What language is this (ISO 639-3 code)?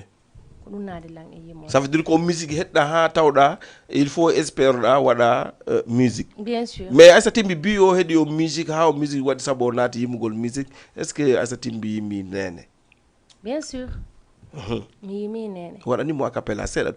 ful